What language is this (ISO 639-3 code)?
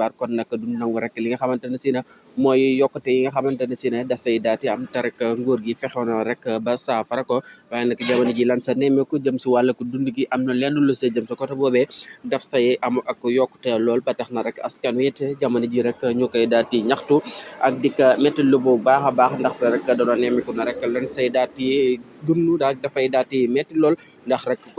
wol